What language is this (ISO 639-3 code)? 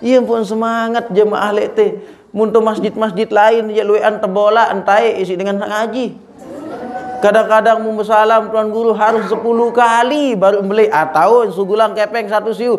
sas